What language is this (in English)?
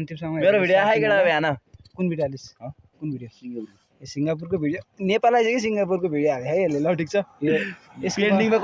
Nepali